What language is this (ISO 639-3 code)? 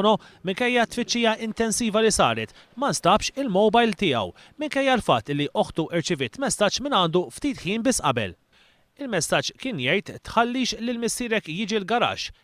mlt